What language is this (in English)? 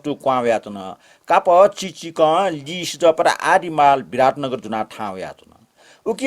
Newari